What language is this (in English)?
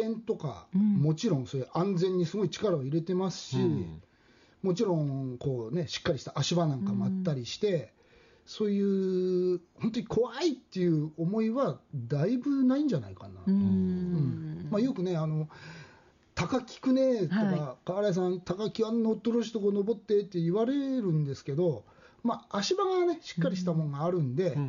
Japanese